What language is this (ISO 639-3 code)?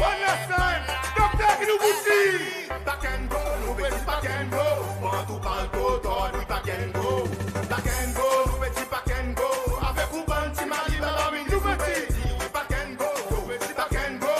crs